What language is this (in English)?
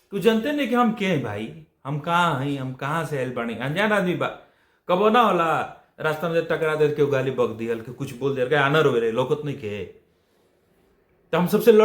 Bhojpuri